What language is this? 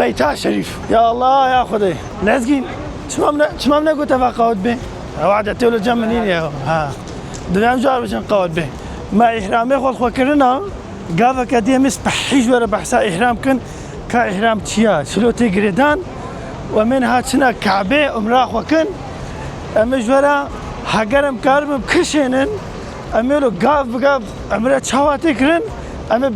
Kurdish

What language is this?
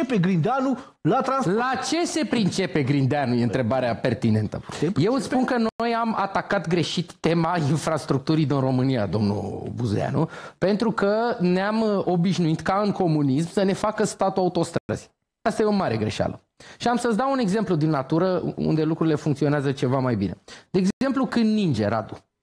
Romanian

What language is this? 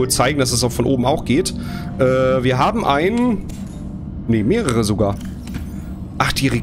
German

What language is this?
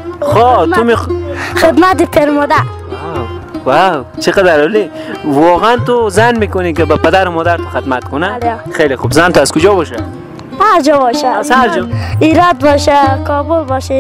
Persian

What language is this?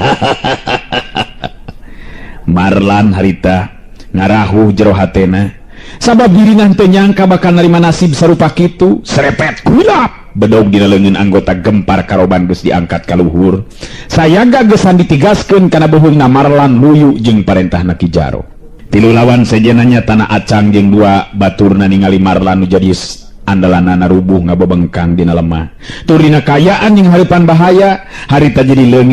Sundanese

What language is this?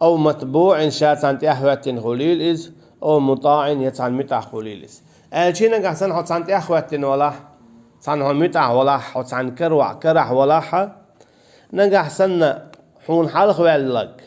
Chechen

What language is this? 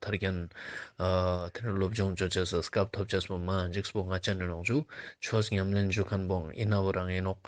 Ladakhi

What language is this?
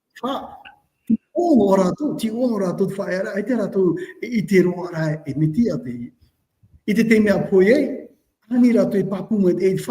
Tahitian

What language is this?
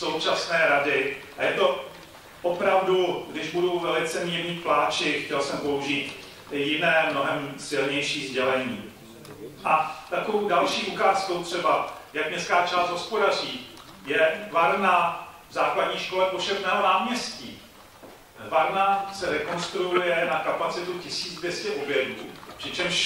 Czech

